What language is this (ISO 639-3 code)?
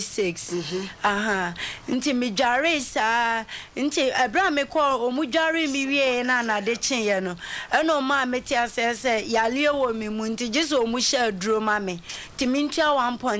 aka